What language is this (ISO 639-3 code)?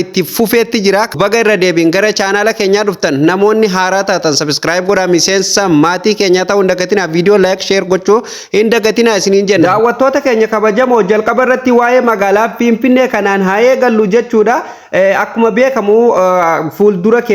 orm